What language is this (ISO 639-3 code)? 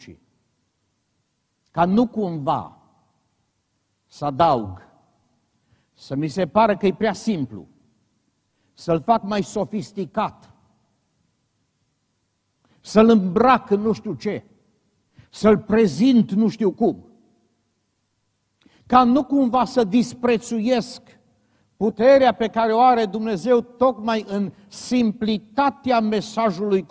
ron